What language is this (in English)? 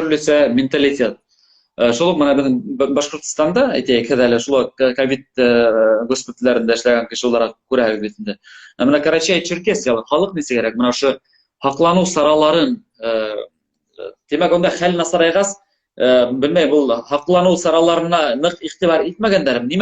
Bashkir